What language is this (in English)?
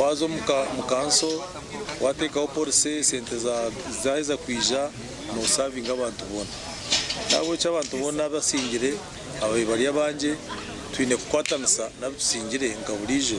Nyankole